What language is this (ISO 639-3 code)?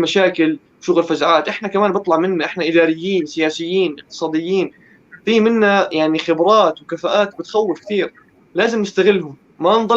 apc